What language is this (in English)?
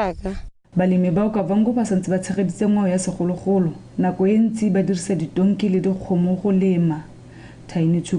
Tswana